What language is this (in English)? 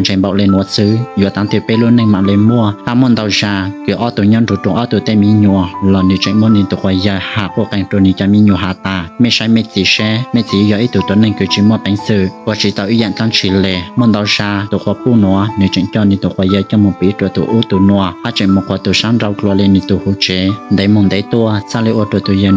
Hmong